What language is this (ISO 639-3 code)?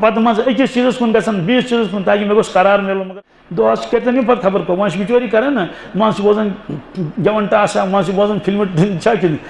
kas